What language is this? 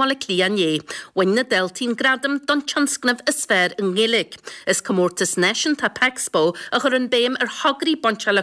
Irish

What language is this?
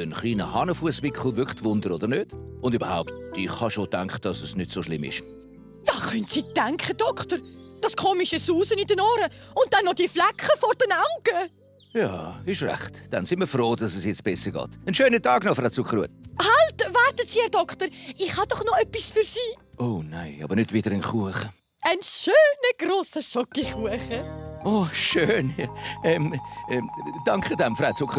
Swiss German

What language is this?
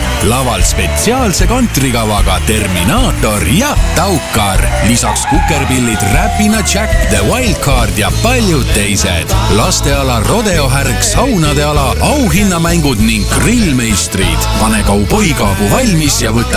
Estonian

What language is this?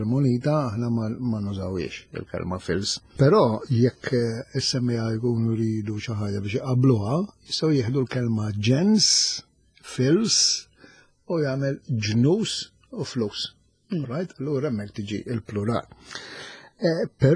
Maltese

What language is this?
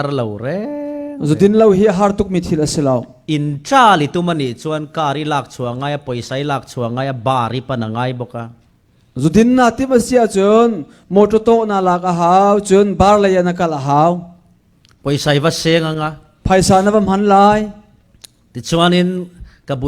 Falam Chin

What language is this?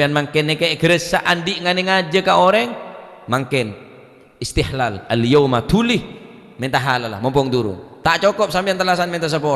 Madurese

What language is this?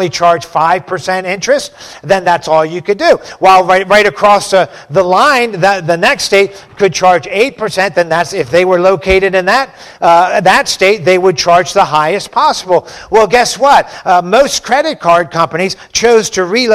English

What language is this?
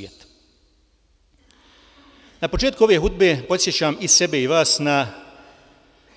Bosnian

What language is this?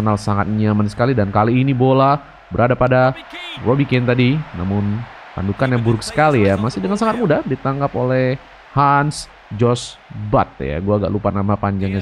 Indonesian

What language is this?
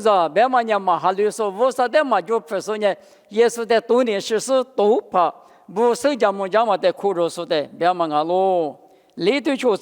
Lisu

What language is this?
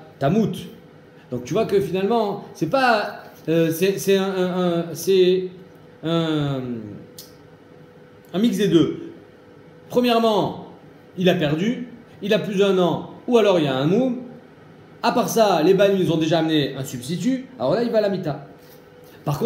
French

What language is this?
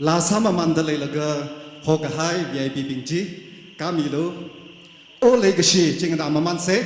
Tangkhul Naga (India)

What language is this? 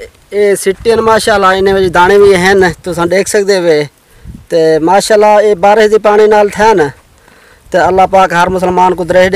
Saraiki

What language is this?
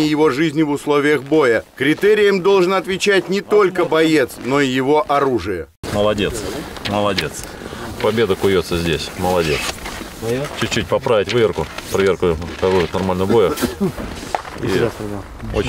Russian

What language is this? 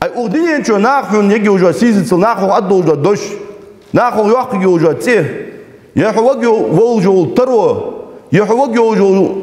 Ingush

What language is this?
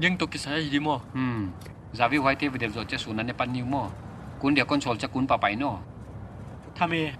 Paite Chin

